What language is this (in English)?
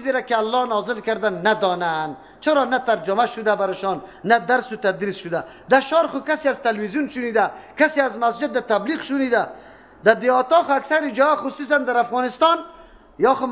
Persian